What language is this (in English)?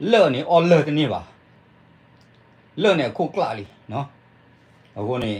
S'gaw Karen